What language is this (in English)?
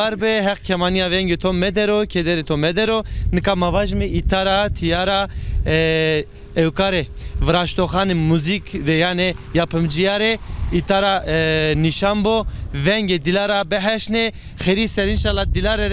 Zaza